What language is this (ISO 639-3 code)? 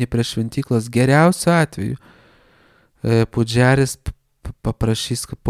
lit